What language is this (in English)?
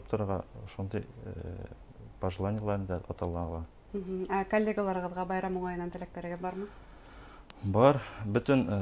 Bashkir